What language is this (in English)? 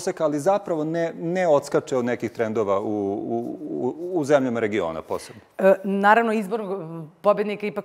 Serbian